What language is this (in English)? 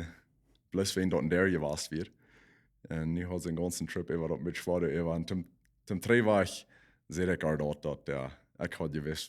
Plautdietsch